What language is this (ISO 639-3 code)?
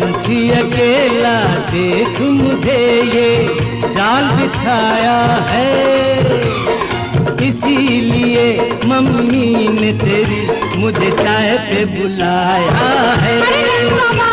hin